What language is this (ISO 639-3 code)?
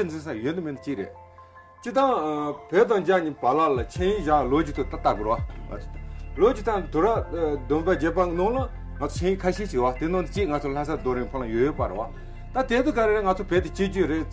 bod